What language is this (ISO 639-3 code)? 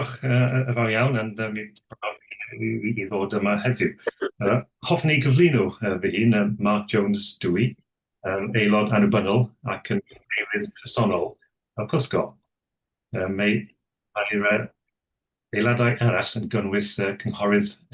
cym